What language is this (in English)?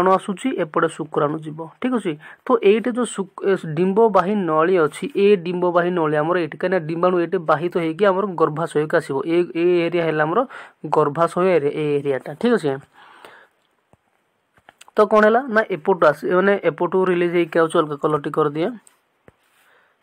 Odia